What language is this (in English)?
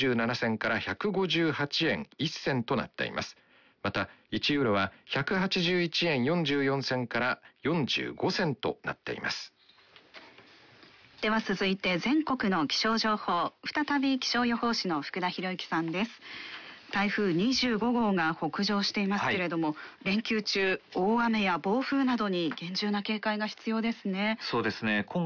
Japanese